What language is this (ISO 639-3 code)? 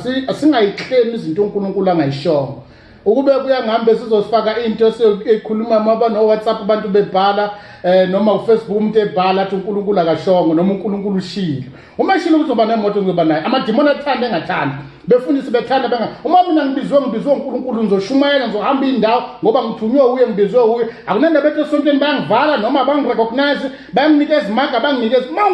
zul